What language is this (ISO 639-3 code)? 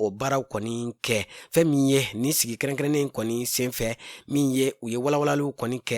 bam